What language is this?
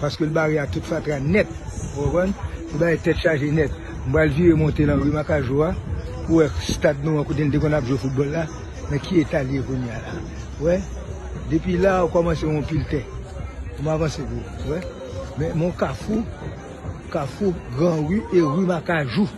Haitian Creole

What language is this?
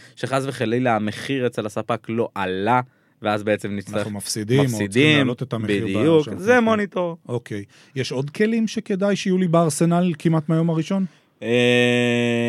Hebrew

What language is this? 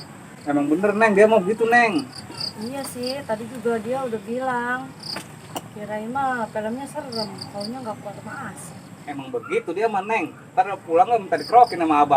Betawi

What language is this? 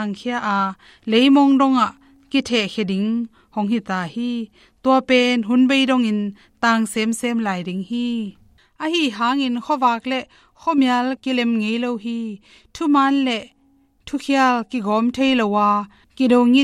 Tedim Chin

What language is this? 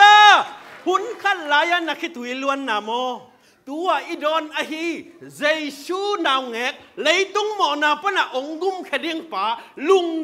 Tedim Chin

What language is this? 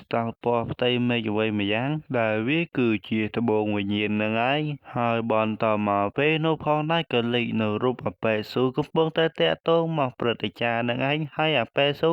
Khmer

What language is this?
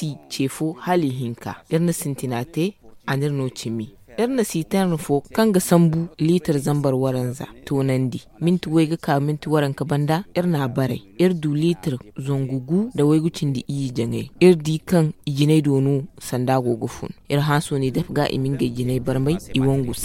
Zarma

